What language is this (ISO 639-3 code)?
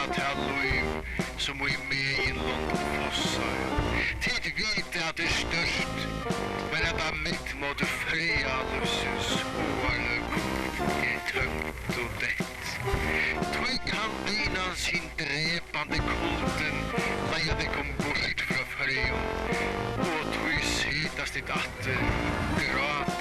fao